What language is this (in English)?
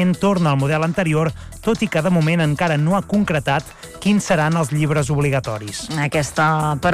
Catalan